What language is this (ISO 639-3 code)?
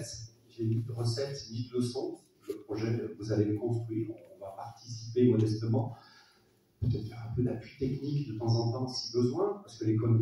fra